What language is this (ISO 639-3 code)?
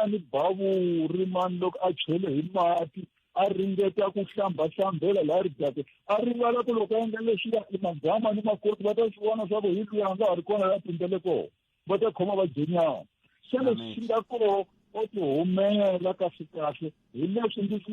tso